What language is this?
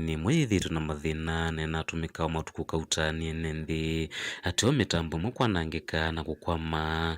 Kamba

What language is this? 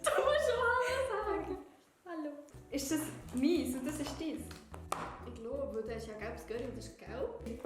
Swiss German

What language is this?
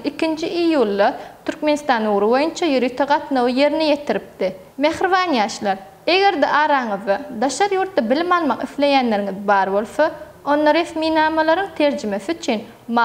Turkmen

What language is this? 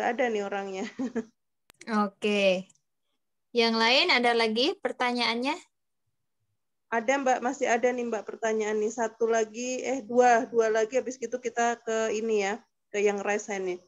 Indonesian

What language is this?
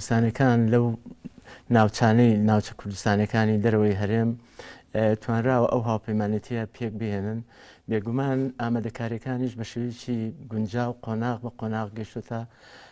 Central Kurdish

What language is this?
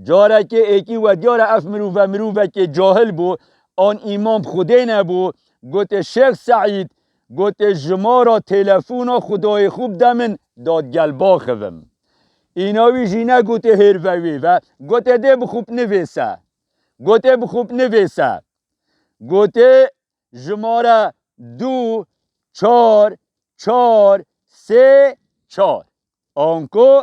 Kurdish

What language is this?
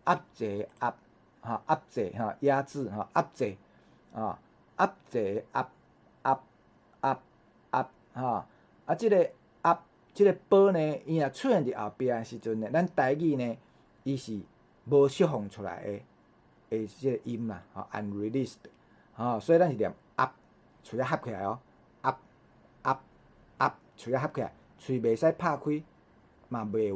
Min Nan Chinese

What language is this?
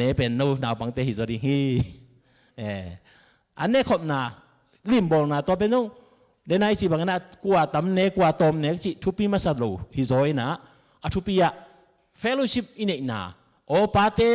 Tedim Chin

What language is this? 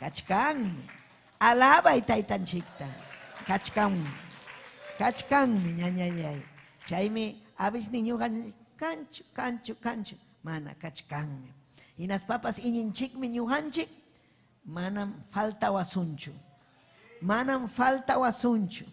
Ayacucho Quechua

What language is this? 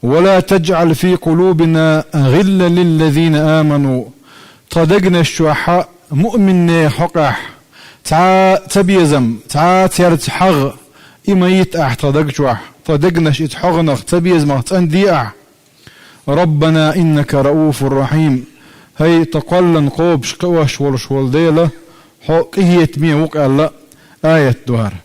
Chechen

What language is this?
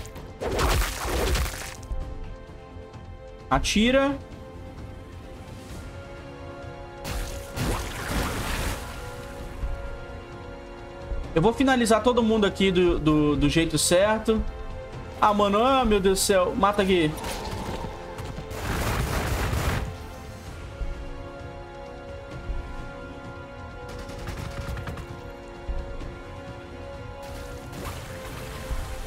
Portuguese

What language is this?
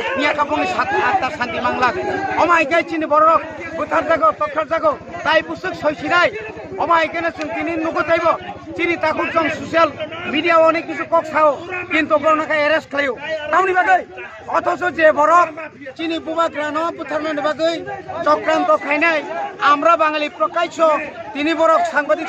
Kok Borok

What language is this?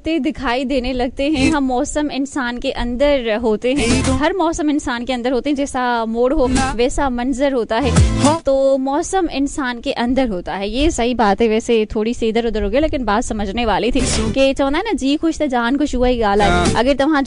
Hindi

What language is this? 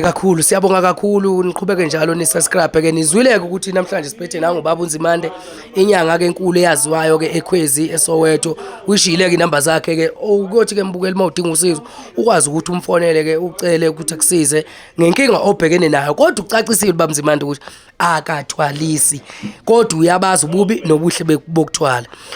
Zulu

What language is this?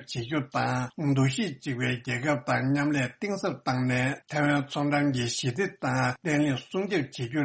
Tibetan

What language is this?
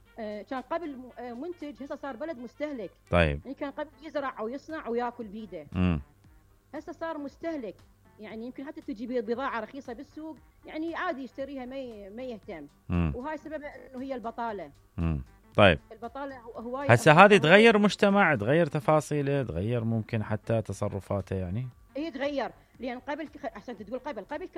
Mesopotamian Arabic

